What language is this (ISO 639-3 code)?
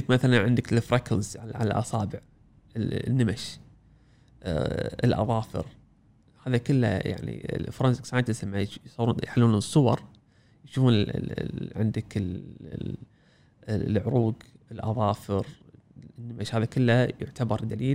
afb